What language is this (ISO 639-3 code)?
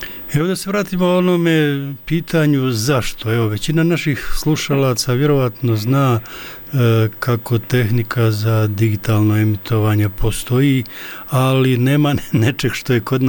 bos